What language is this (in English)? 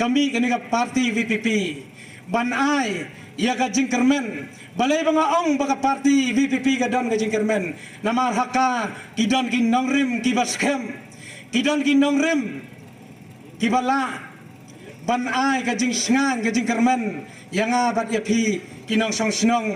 Khasi